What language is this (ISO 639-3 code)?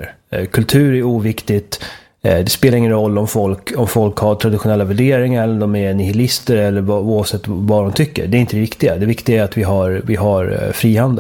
swe